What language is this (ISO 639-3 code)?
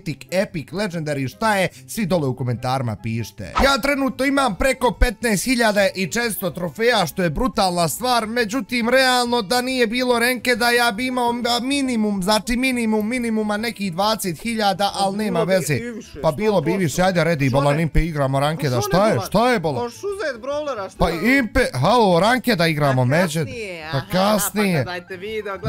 bos